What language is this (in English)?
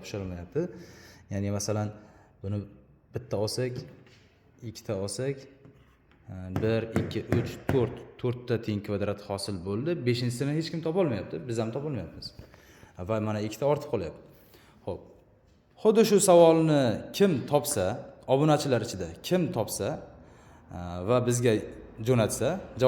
Uzbek